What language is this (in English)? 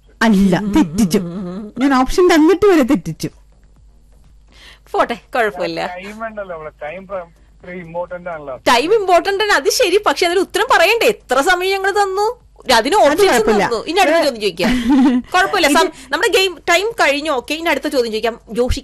Malayalam